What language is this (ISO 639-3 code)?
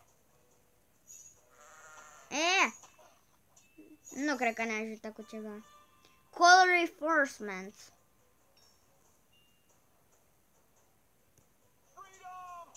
ron